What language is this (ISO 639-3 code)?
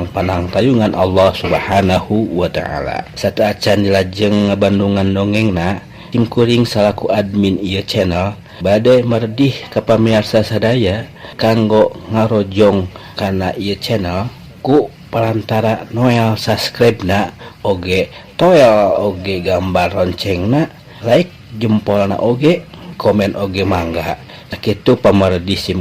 sun